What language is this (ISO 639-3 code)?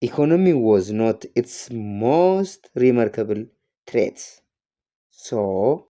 eng